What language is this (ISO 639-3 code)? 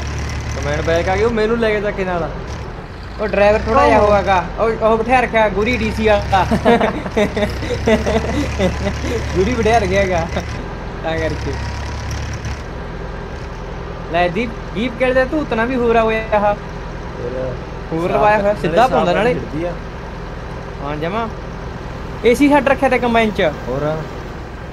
pan